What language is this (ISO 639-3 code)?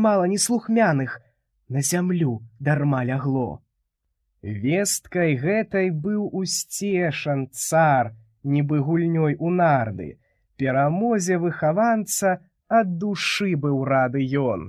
bel